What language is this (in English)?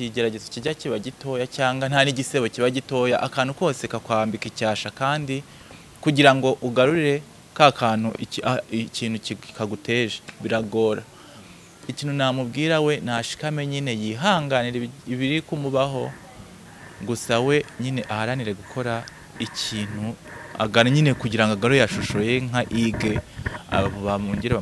Kinyarwanda